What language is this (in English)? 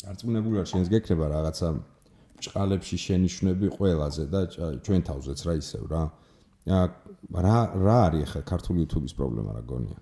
Georgian